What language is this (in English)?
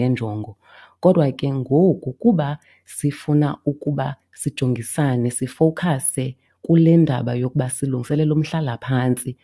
Xhosa